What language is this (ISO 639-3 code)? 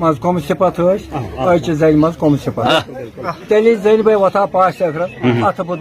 kas